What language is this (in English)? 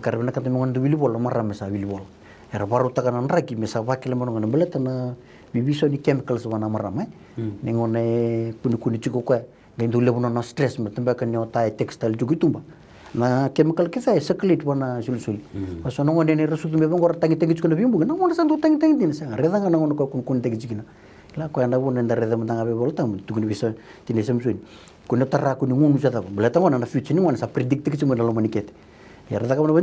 Fijian